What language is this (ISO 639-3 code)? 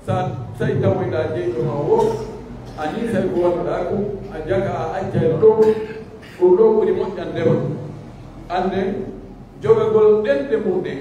fuf